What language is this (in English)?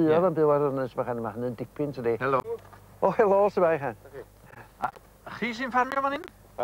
Welsh